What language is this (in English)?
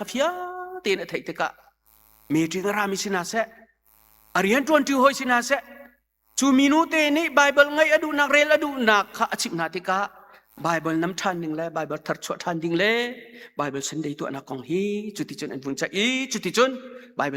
Hakha Chin